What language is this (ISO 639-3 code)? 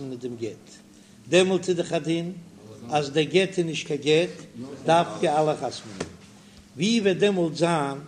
yid